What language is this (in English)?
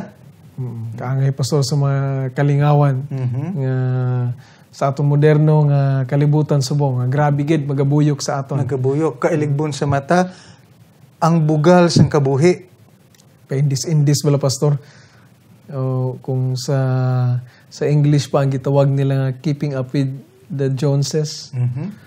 Hiligaynon